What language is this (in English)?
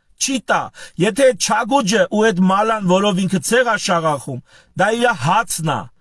Armenian